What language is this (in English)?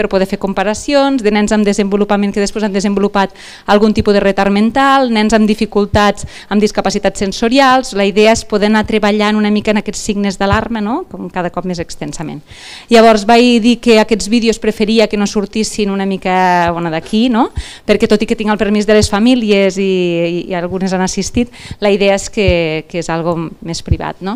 Catalan